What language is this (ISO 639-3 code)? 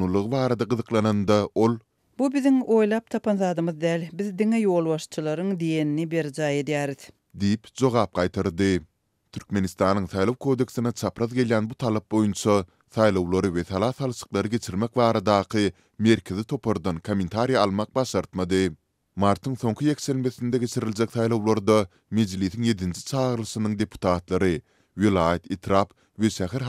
tuk